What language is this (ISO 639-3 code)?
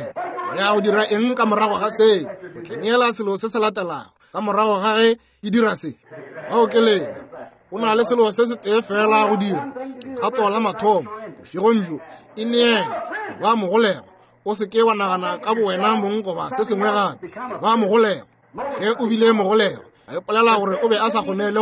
nso